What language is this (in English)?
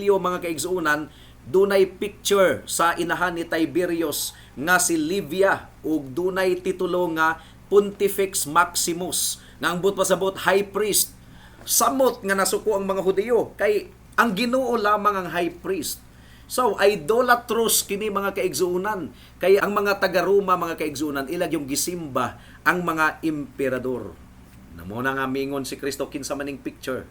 Cebuano